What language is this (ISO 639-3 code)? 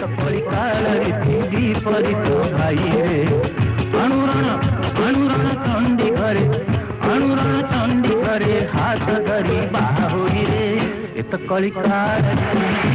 ori